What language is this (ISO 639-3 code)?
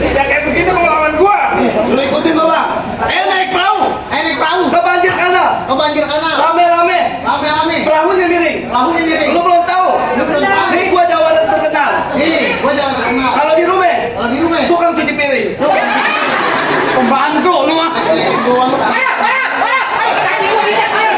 bew